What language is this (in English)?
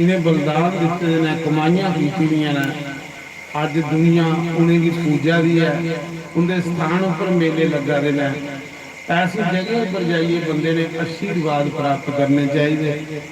Dogri